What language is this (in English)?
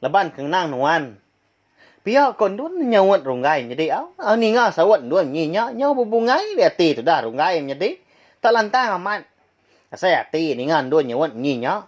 Iban